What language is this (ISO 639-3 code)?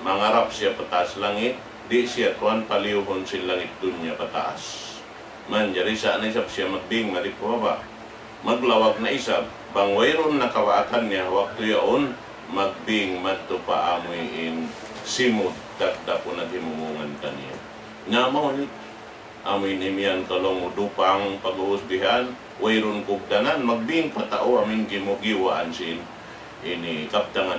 tsg